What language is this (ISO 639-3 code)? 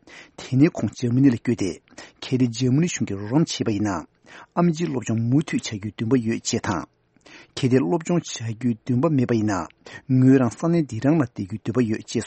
bod